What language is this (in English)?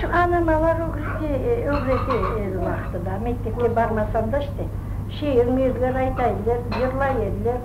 Crimean Tatar